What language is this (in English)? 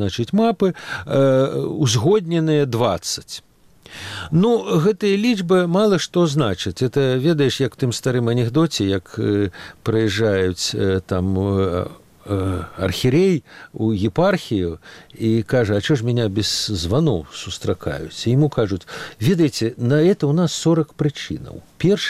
Belarusian